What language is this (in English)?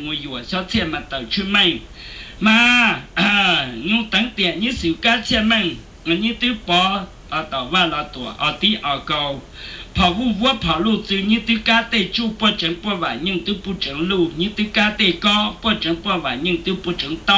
Hmong